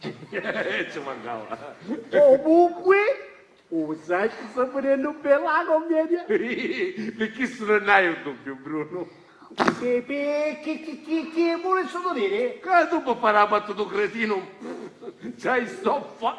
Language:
Sicilian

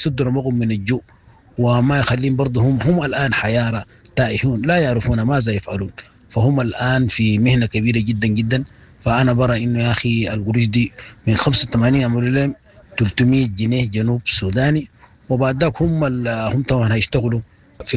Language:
Sudanese Arabic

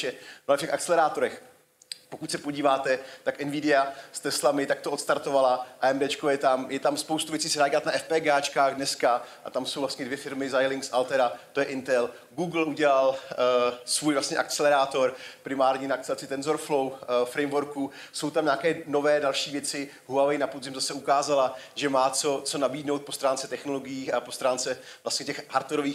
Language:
Czech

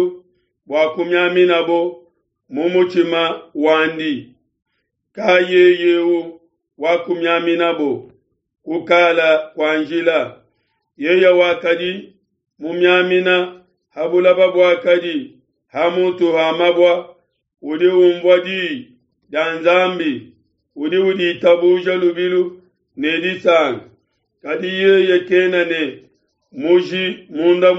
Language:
Luba-Lulua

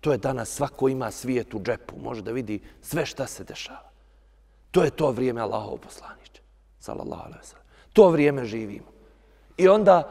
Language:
Bosnian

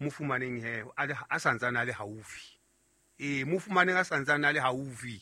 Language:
Southern Sotho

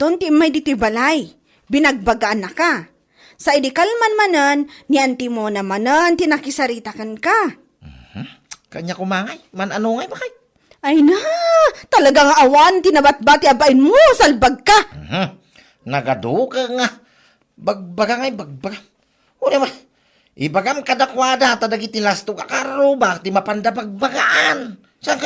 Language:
Iloko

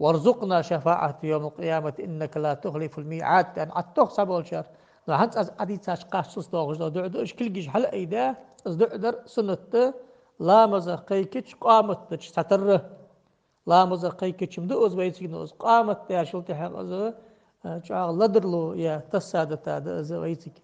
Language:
Ingush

